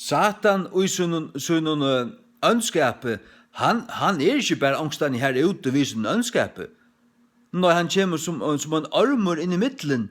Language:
Faroese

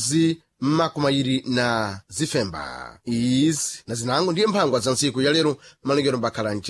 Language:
Sena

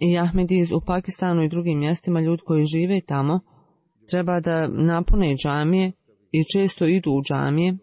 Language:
Bosnian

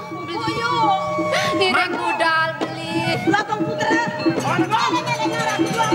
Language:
Balinese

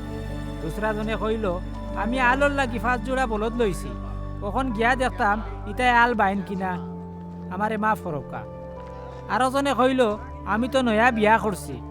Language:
Sylheti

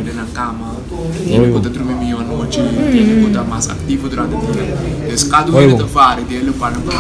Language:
Papiamento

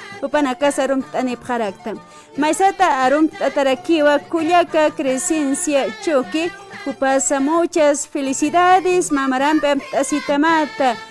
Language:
Aymara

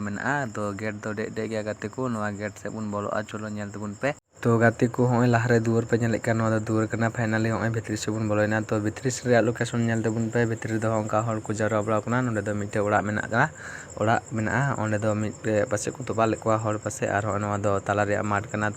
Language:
Santali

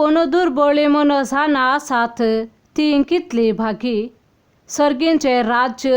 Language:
Konkani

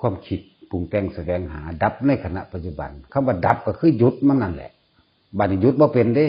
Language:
Northeastern Thai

